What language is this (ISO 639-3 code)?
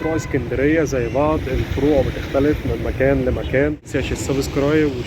arz